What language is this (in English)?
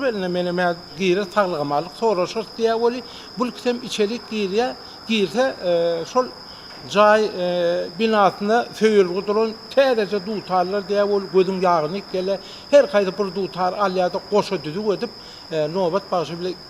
Turkmen